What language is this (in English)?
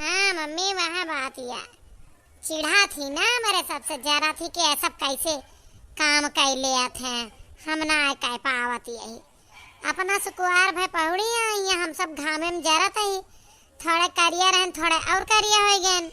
Awadhi